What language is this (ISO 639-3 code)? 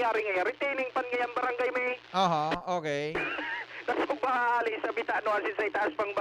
bik